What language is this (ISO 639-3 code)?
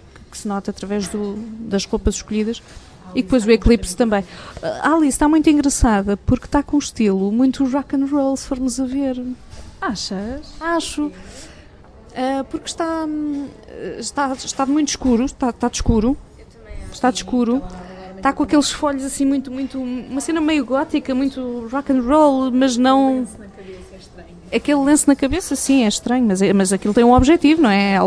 por